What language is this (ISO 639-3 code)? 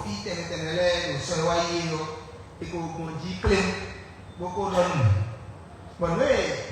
fon